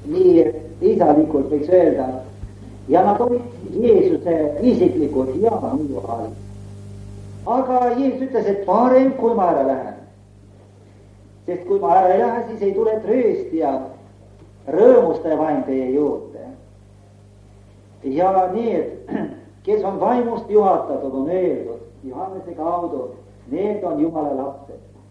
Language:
Estonian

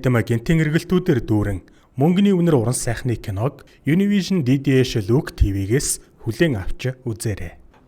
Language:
Mongolian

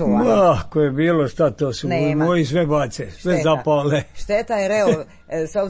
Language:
Serbian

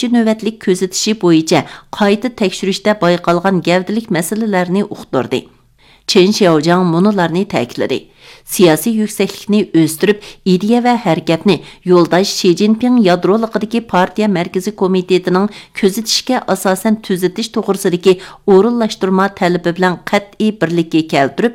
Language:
Uyghur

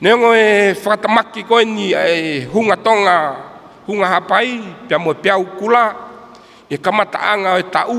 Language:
Tongan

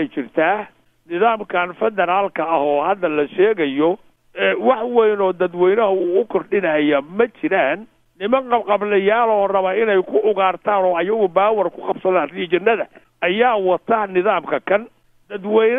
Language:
Somali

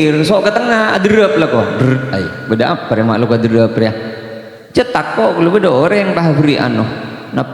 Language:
Madurese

